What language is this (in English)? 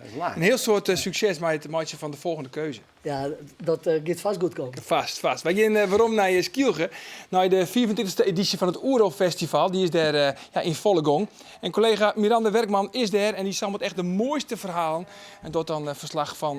Western Frisian